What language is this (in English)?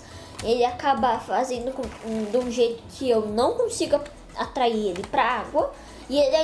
Portuguese